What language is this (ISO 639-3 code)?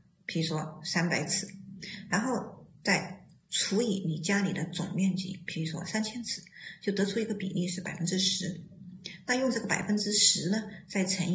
zho